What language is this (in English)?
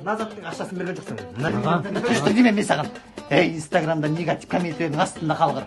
Kara-Kalpak